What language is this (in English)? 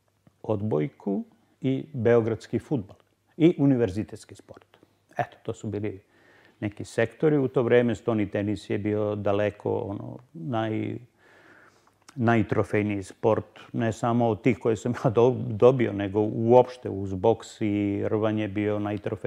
Serbian